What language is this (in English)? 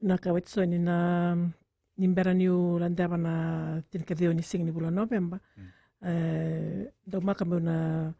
Fijian